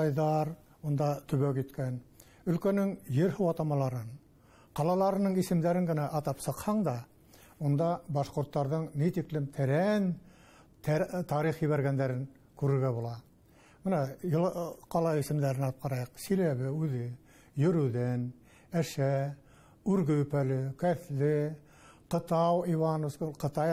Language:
Bashkir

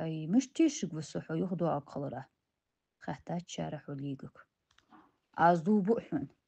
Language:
Ingush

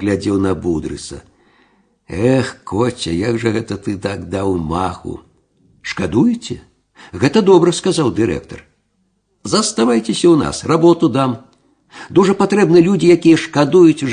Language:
Belarusian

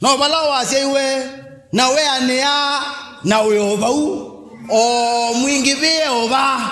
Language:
Kamba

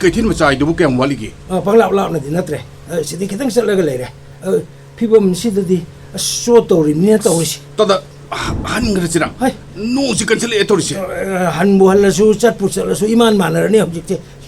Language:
Manipuri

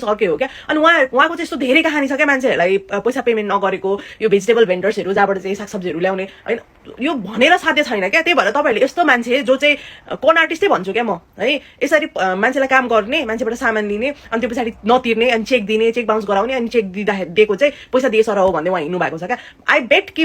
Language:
Nepali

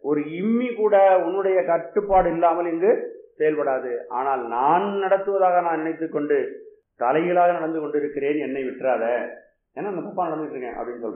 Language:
Tamil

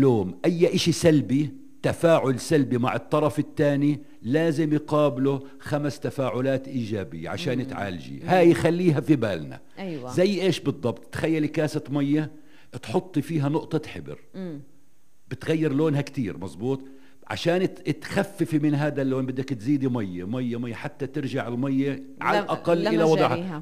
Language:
North Levantine Arabic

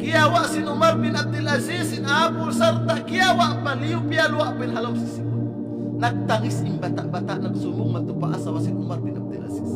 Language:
Tausug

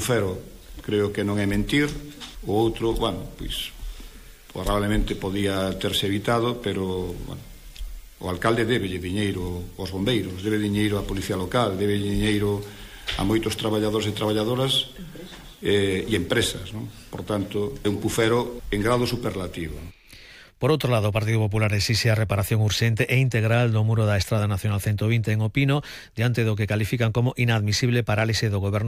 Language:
Galician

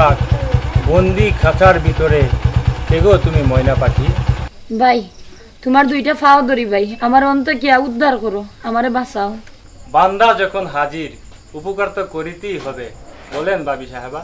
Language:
Sylheti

